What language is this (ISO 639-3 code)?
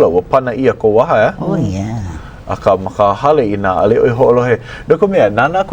haw